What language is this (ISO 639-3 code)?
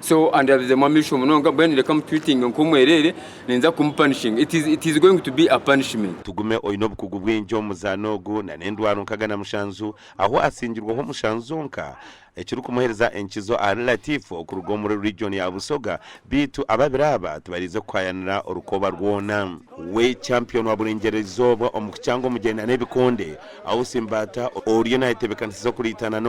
nyn